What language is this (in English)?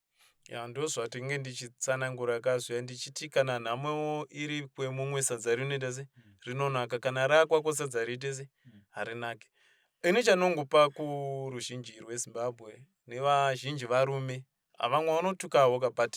Shona